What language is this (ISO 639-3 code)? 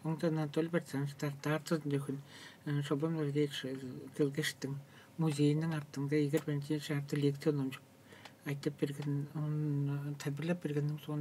tyv